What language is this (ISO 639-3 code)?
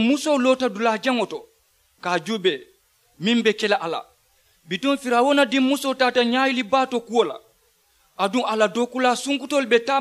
man